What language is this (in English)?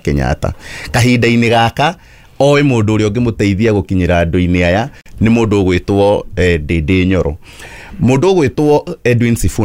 Kikuyu